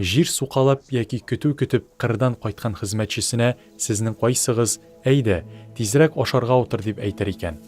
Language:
Tatar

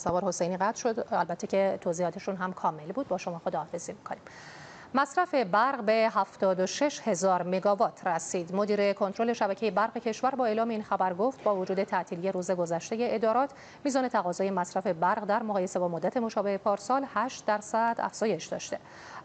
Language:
Persian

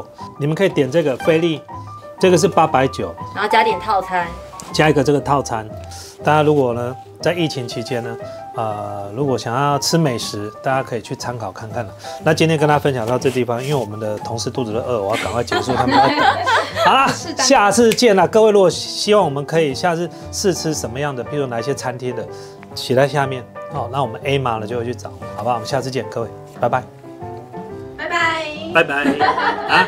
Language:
Chinese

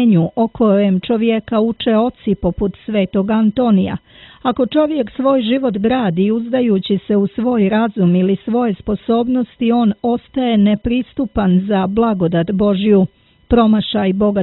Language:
Croatian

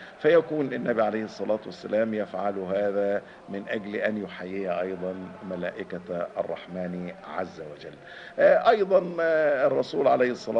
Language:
Arabic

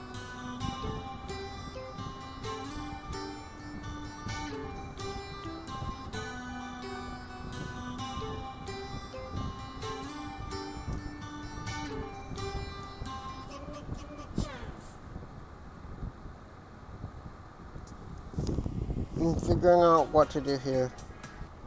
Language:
English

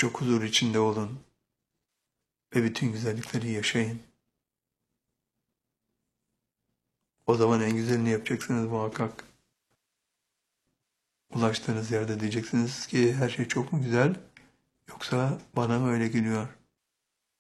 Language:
Turkish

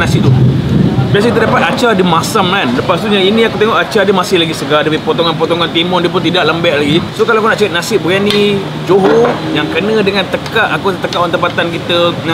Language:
Malay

